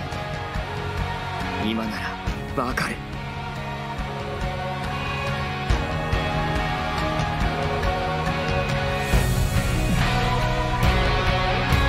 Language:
Japanese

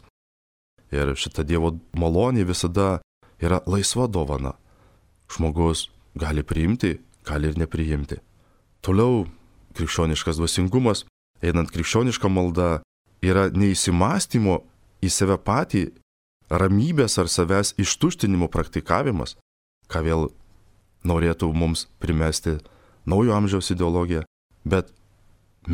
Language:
Lithuanian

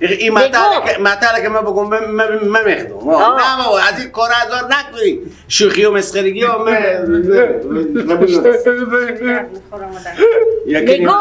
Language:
Persian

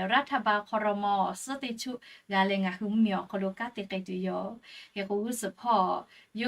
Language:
Lahu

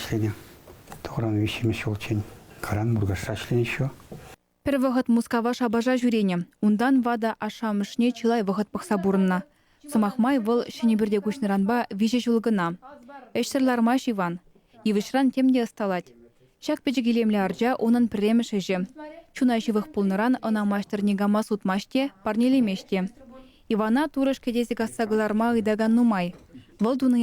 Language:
Chuvash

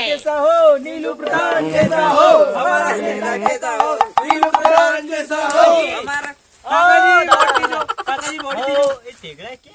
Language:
Rajasthani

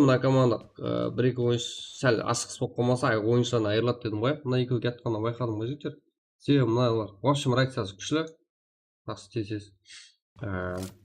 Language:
Kara-Kalpak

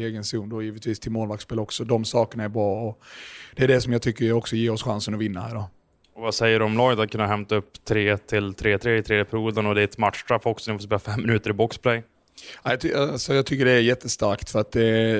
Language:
Swedish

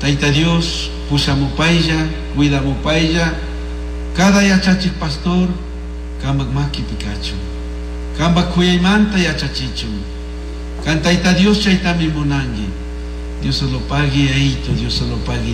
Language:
Chimborazo Highland Quichua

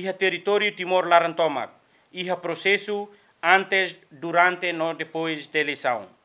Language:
Tetum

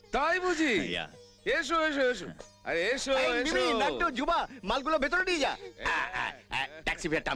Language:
Bangla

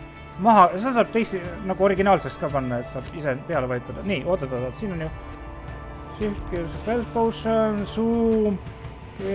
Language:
Estonian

